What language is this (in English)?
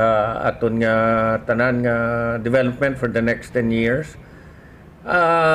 Hiligaynon